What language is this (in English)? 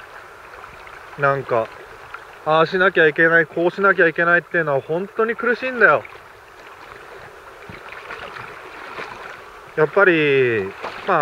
Japanese